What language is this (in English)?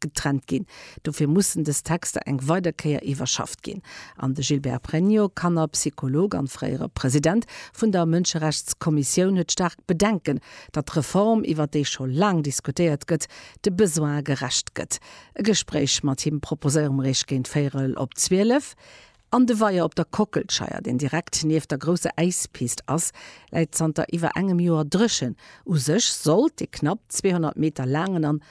Luxembourgish